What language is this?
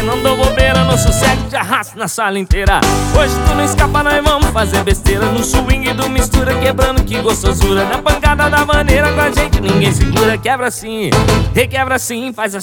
Portuguese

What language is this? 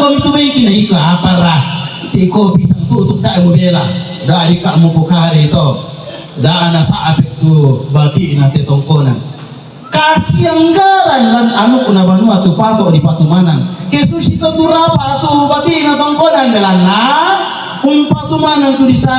Toraja-Sa'dan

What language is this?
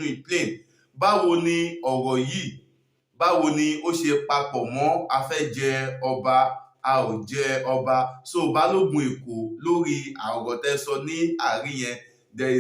Yoruba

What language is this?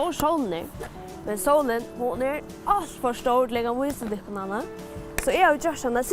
Faroese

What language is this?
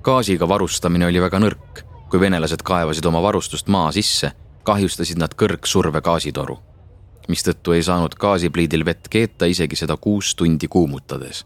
Estonian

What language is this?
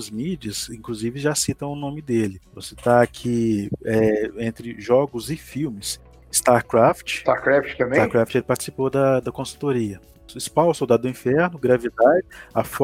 Portuguese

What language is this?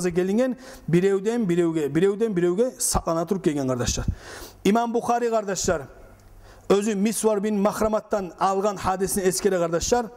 Kumyk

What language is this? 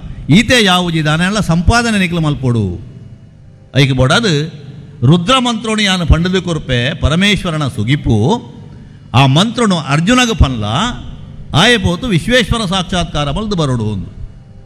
Tulu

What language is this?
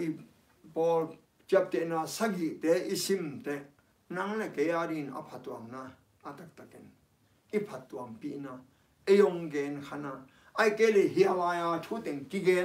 Tedim Chin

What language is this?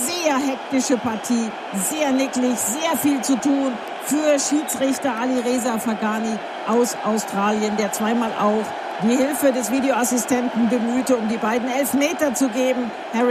German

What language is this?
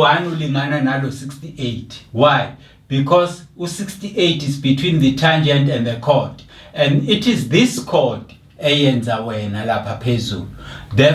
Zulu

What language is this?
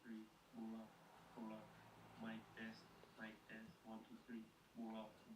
Fijian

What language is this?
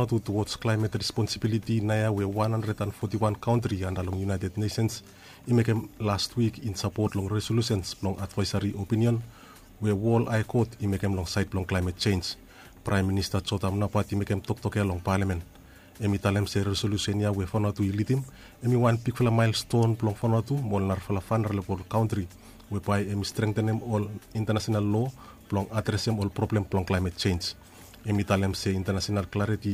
Bislama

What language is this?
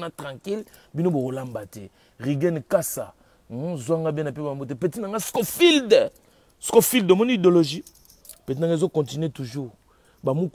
Lingala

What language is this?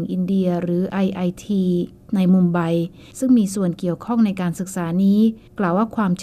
Thai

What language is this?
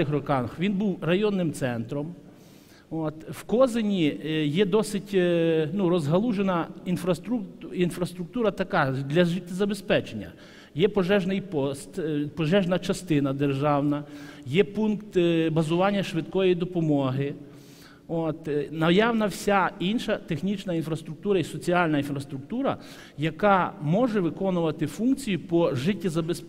Ukrainian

